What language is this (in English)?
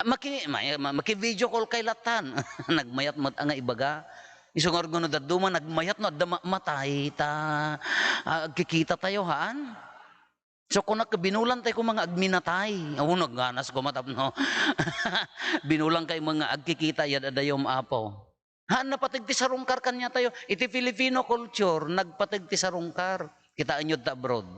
Iloko